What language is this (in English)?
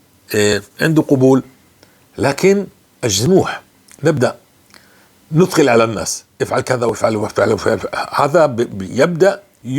North Levantine Arabic